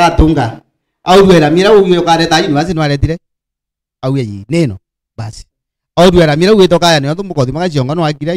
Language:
Meru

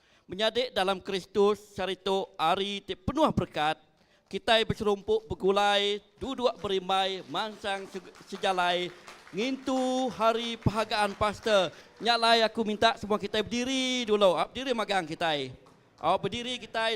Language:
Iban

